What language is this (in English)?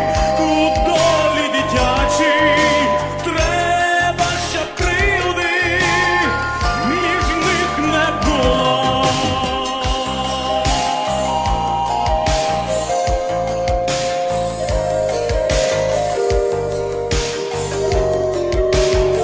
Ukrainian